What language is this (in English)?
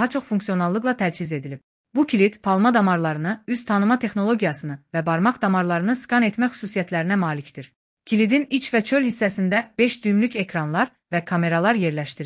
Azerbaijani